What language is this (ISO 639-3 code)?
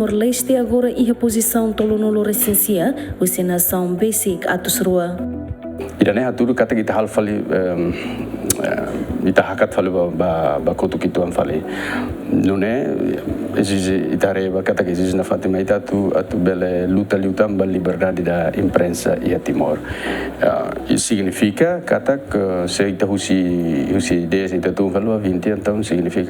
tet